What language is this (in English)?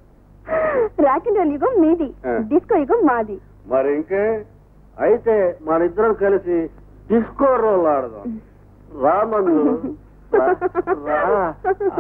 Telugu